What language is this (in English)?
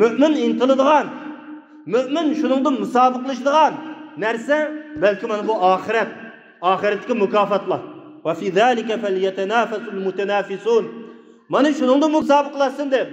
Uyghur